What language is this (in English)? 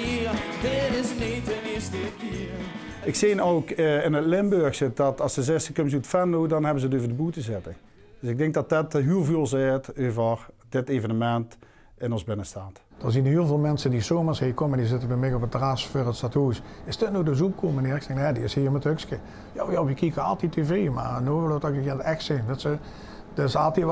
Limburgish